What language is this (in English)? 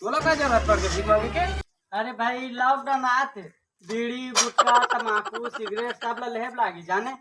Chhattisgarhi